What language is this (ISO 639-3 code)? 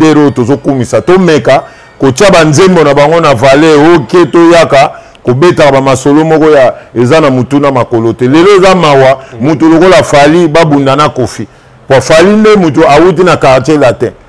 lin